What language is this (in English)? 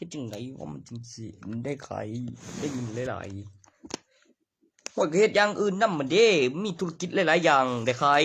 Northeastern Thai